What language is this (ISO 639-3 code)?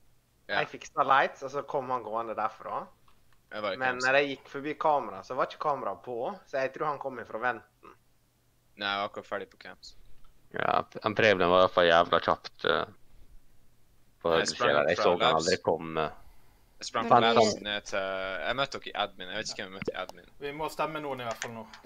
nor